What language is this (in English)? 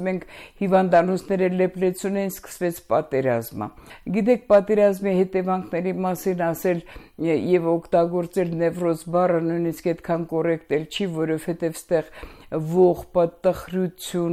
Armenian